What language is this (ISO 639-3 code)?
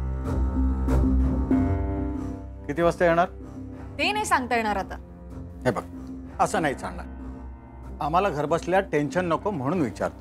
mar